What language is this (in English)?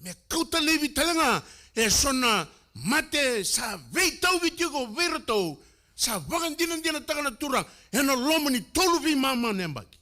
Fijian